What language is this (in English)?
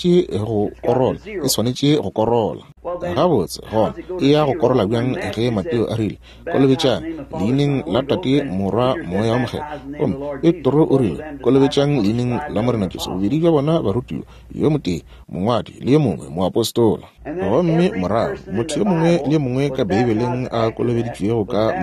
Northern Sotho